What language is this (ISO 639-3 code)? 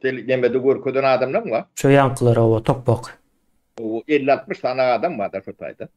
tuk